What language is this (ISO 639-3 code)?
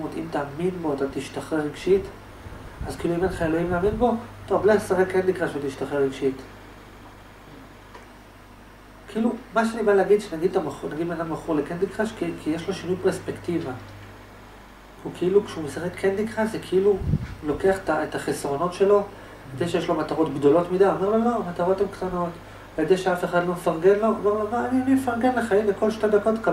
heb